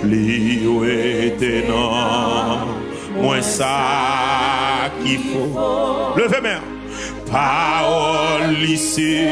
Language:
Haitian Creole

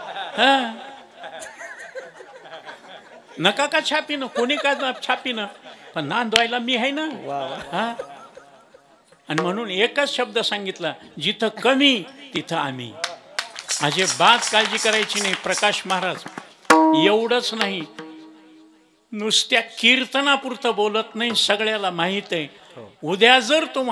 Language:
Marathi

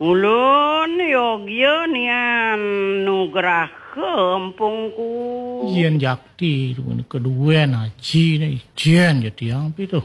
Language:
Balinese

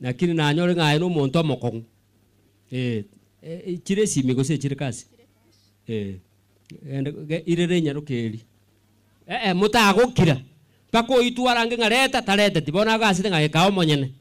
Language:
Gusii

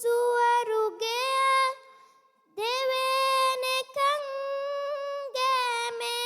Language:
Divehi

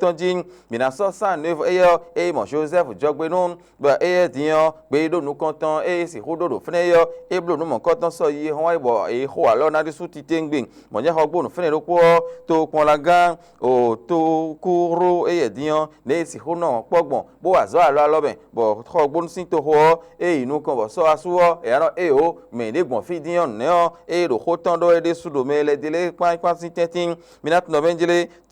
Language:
Fon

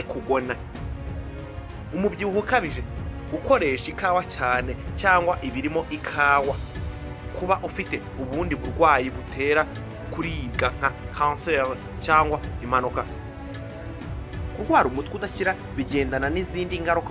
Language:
Kinyarwanda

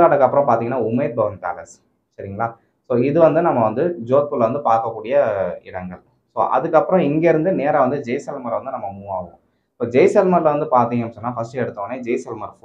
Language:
Tamil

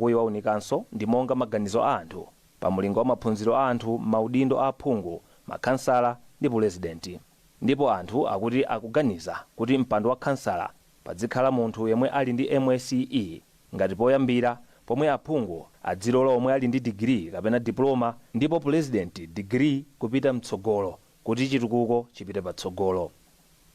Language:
Nyanja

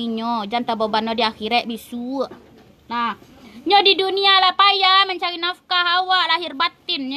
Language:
Minangkabau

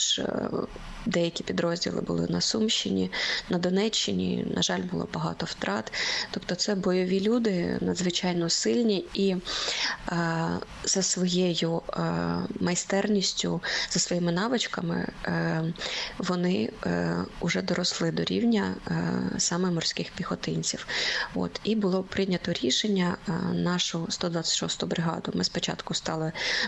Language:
Ukrainian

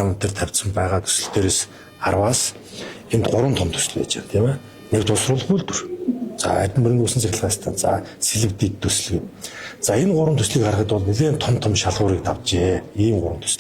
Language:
Mongolian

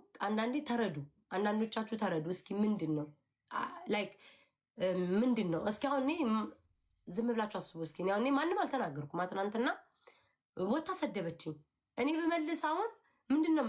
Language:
Amharic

